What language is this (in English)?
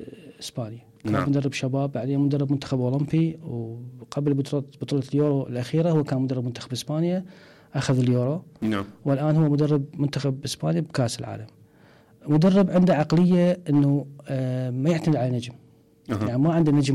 Mesopotamian Arabic